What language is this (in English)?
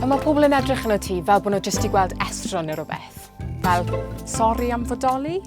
Welsh